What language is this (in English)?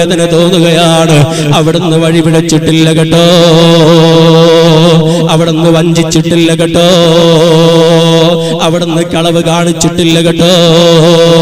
Malayalam